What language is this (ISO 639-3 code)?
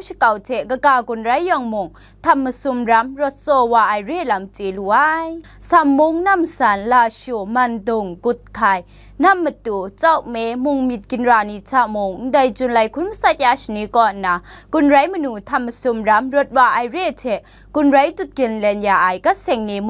kac